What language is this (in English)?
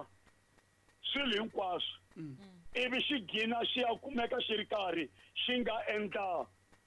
Tsonga